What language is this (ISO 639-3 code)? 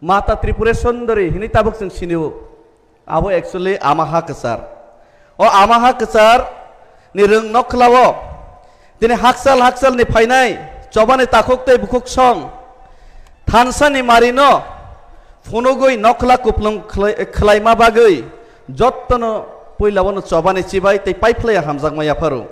trp